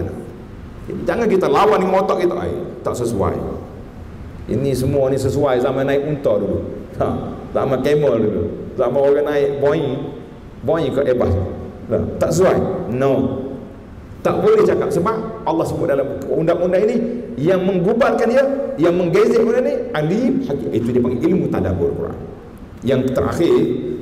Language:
Malay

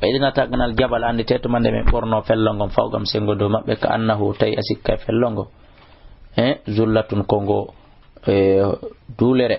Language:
Fula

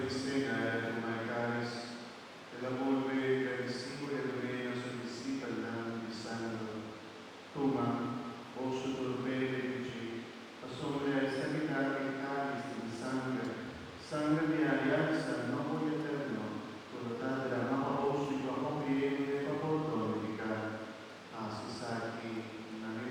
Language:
Papiamento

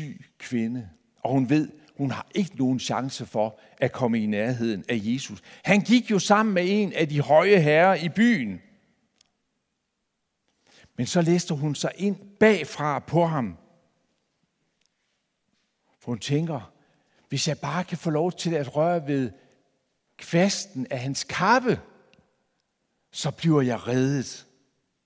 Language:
Danish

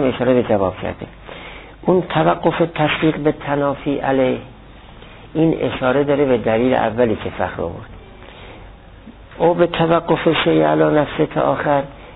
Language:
Persian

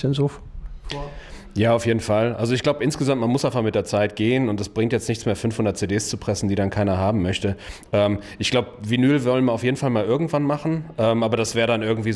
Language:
German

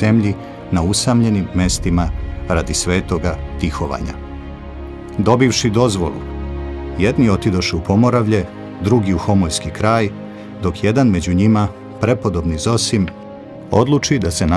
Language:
Serbian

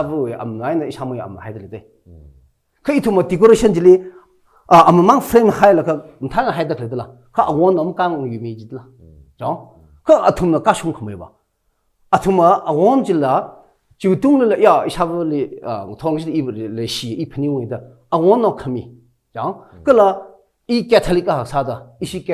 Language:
Tangkhul Naga (India)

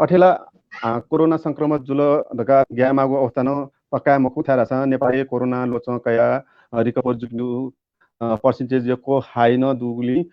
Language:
Newari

